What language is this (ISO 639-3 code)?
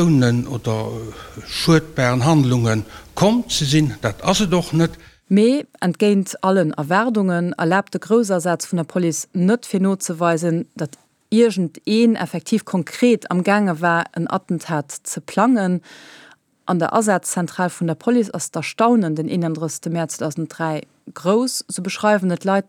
ltz